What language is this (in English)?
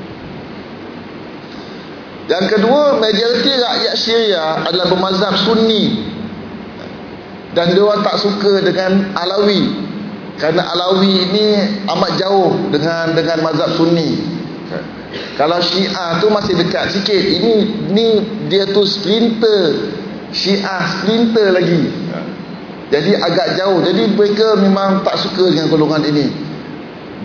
Malay